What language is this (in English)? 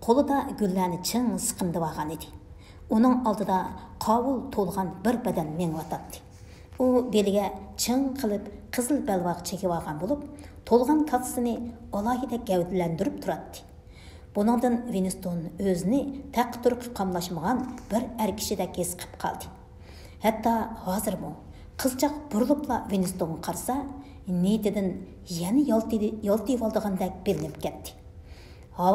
Uyghur